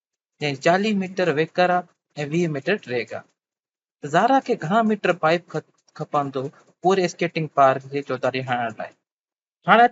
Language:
Sindhi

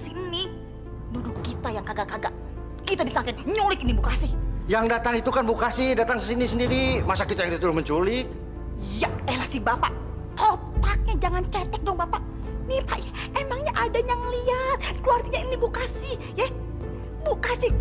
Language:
Indonesian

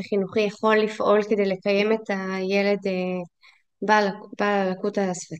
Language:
Hebrew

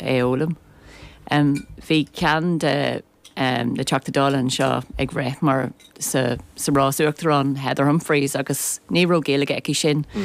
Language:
Irish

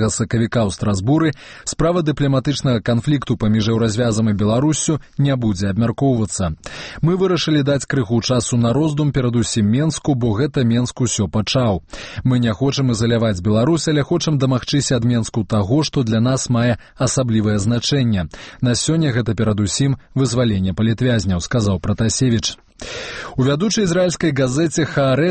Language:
Belarusian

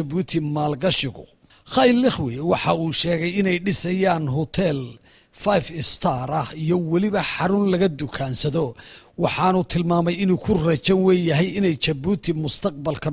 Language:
Somali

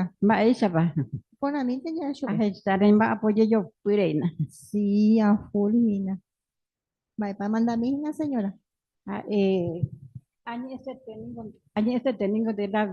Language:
Guarani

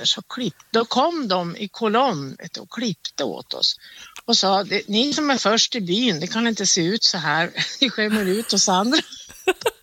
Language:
Swedish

